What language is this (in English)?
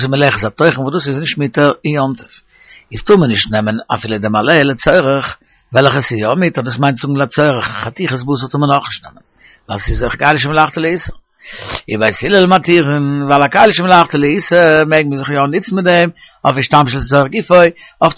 Yiddish